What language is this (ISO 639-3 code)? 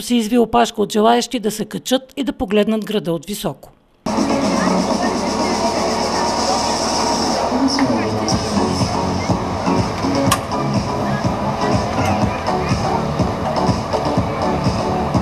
bul